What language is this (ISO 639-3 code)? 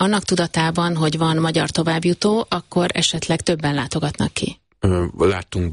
hun